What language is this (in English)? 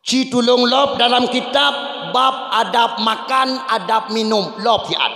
Achinese